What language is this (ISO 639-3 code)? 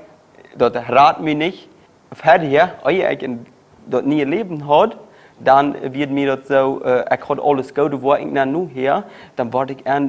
pdt